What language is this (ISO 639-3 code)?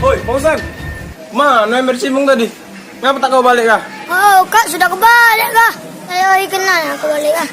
mui